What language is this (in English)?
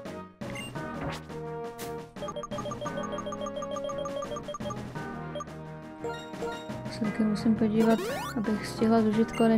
Czech